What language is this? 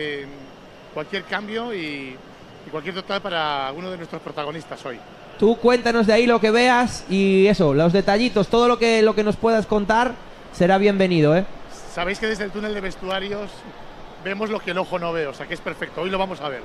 Spanish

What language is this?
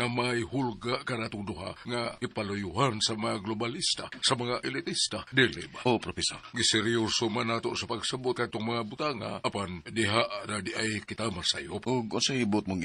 Cebuano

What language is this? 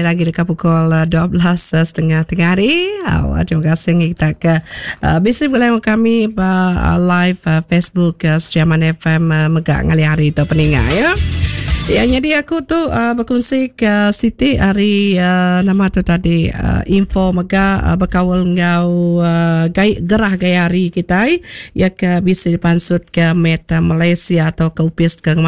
Iban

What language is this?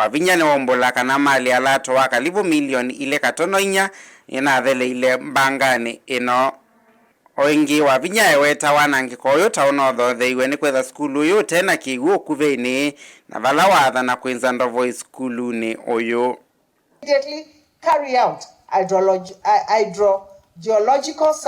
Kamba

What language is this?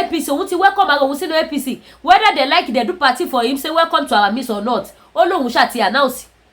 Yoruba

